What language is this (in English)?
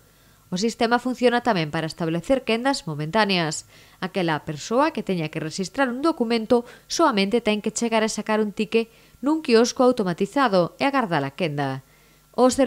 Galician